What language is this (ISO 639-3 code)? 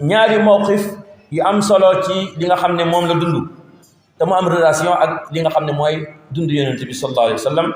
wol